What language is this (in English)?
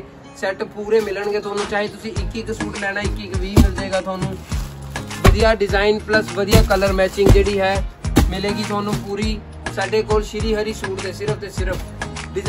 Punjabi